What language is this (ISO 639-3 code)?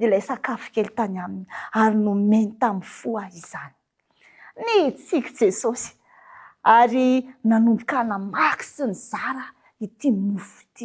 mlg